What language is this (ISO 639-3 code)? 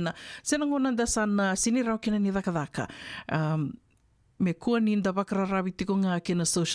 fij